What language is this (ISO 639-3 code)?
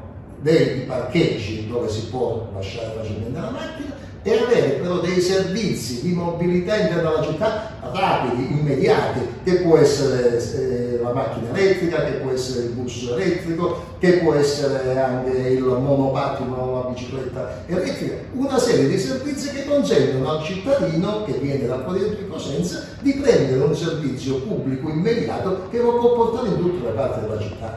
ita